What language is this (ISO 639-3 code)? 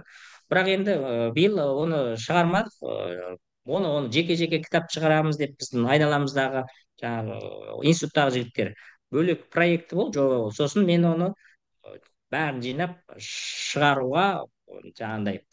kaz